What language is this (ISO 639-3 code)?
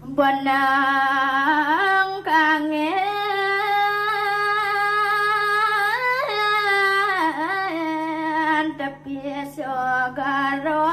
ban